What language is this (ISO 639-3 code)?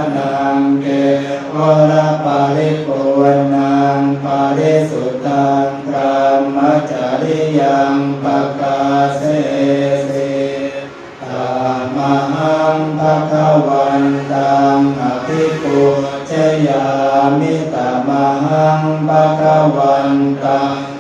pli